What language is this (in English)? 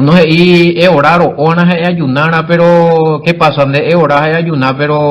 Guarani